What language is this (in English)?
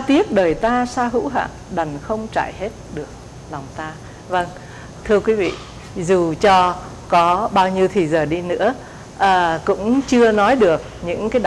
Vietnamese